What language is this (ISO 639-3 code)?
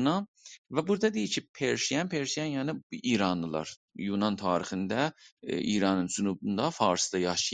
azb